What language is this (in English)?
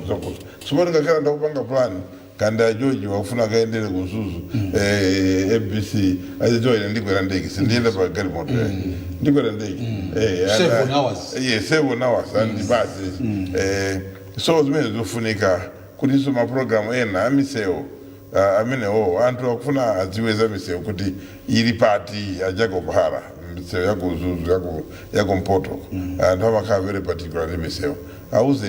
Nyanja